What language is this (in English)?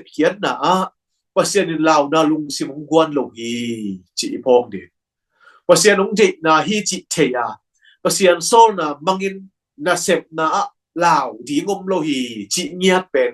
Tedim Chin